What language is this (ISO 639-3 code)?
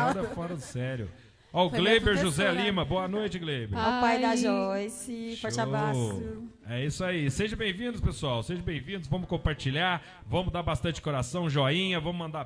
por